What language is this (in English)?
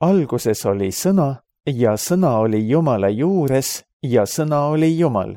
Estonian